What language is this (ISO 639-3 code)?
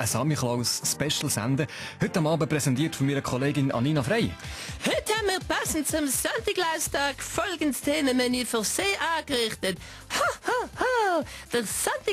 gsw